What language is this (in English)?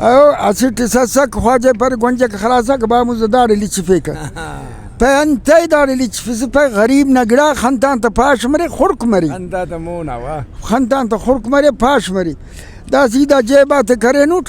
Brahui